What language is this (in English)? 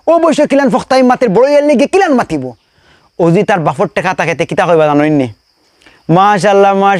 Sylheti